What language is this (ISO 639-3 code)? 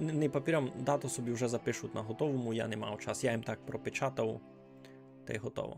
rue